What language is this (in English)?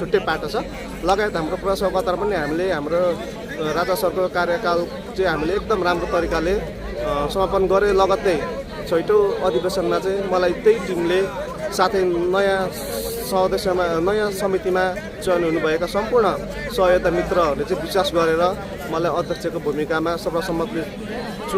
Nepali